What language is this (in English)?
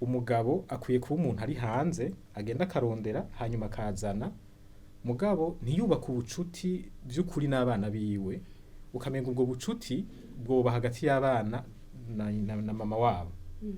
Rundi